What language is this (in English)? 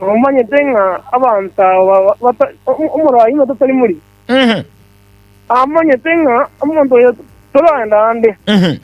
Gusii